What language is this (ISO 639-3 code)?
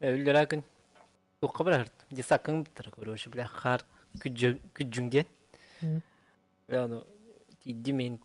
sah